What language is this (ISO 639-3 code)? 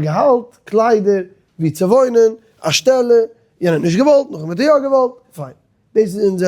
yid